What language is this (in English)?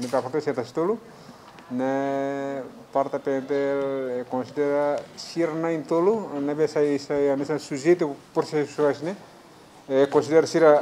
Tetum